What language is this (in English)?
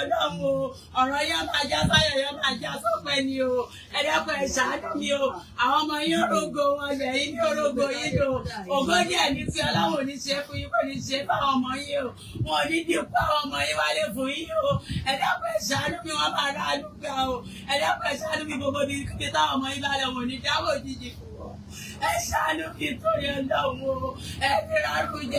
Yoruba